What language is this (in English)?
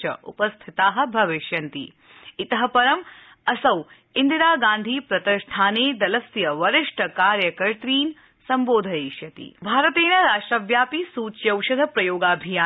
Sanskrit